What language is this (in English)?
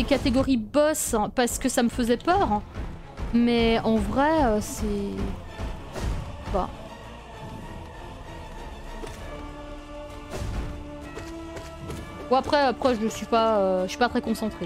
French